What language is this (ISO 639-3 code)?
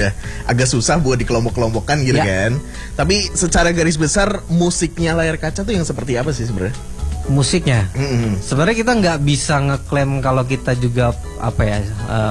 ind